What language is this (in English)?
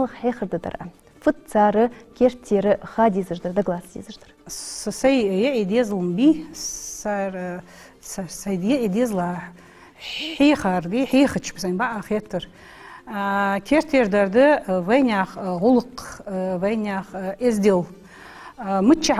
Ingush